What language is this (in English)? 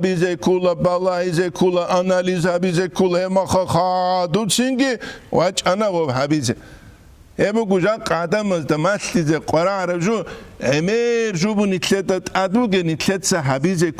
Avaric